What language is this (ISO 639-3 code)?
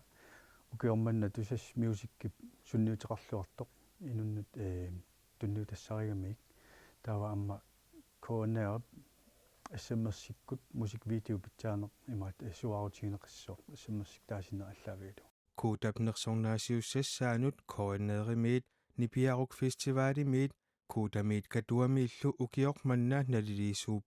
kal